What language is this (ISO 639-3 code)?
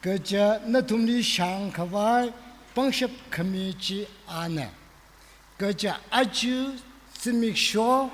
nmf